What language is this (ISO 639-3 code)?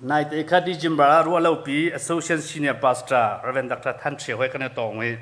cnh